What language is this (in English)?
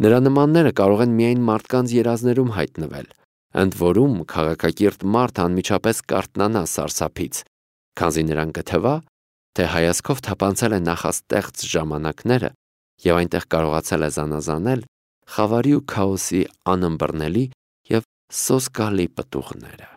Armenian